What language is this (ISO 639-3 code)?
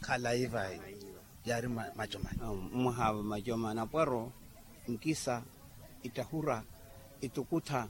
vmw